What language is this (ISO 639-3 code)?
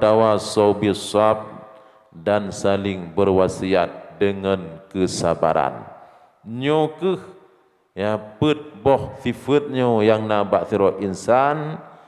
ace